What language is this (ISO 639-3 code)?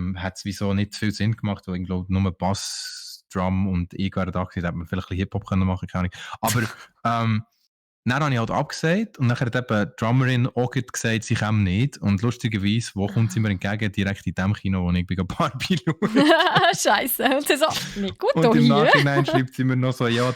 gsw